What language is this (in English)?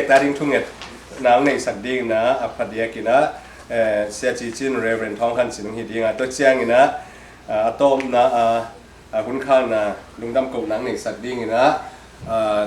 Tedim Chin